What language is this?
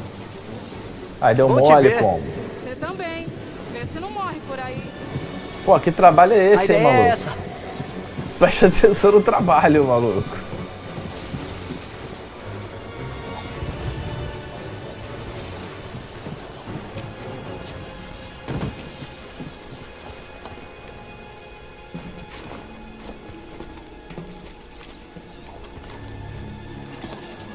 Portuguese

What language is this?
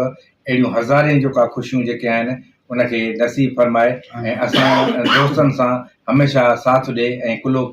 Sindhi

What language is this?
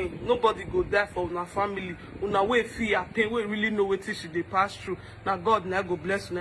Nigerian Pidgin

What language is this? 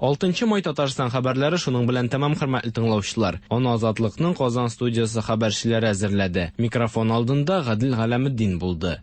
Tatar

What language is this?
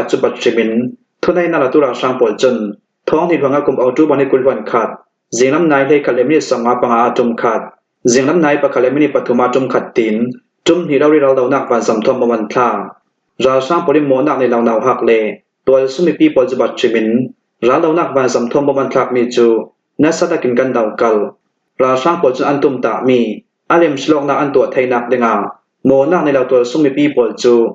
Falam Chin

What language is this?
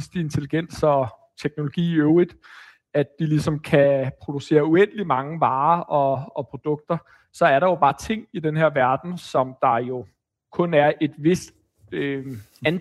Danish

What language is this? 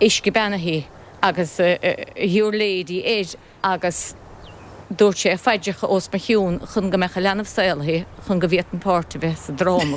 Irish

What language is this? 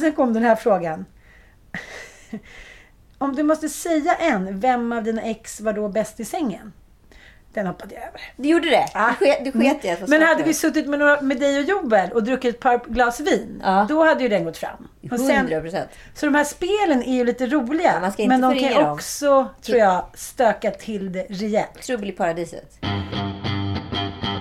Swedish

